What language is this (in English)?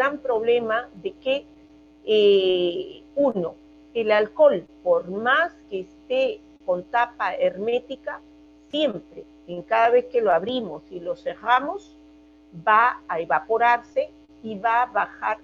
Spanish